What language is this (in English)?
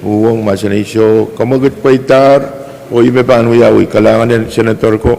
Pohnpeian